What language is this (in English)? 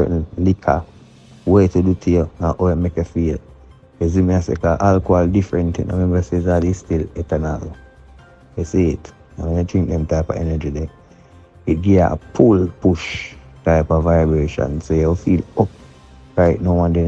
Jamaican Creole English